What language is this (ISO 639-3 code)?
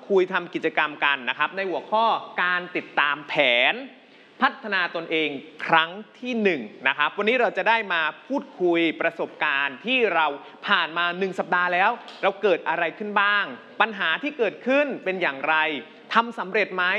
tha